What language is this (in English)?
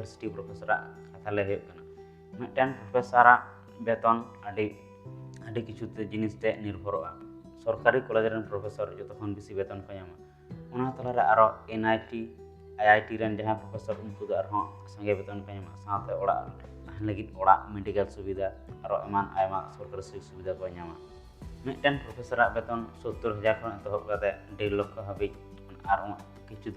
Santali